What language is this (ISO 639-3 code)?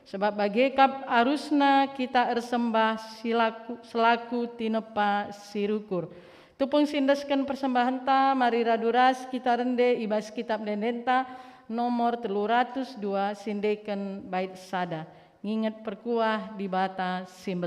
btx